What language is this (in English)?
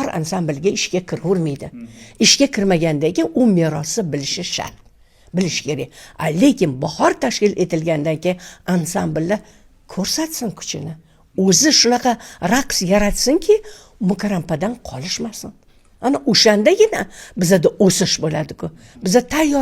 Uzbek